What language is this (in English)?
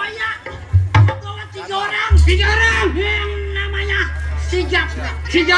Betawi